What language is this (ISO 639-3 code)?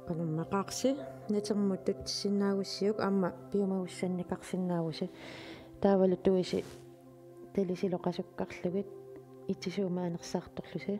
kal